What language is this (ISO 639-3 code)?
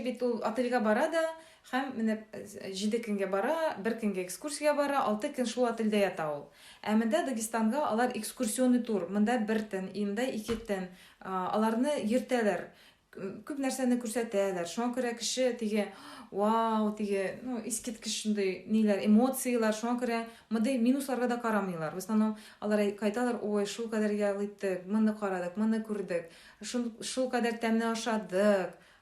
tat